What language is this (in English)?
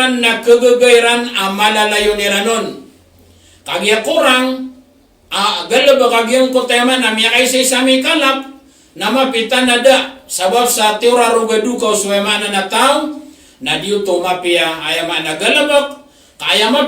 Maranao